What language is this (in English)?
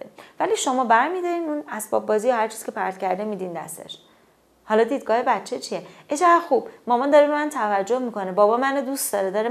Persian